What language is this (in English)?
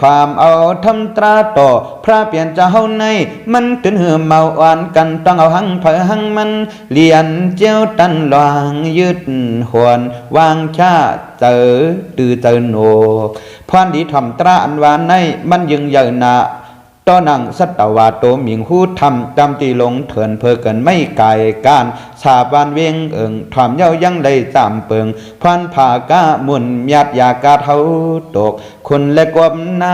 Shan